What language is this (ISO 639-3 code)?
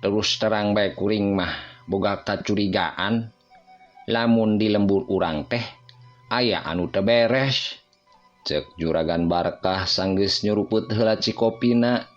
sun